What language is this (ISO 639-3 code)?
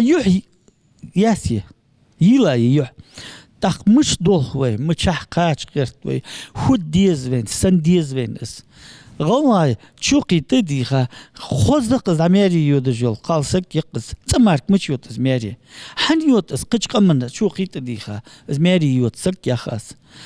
inh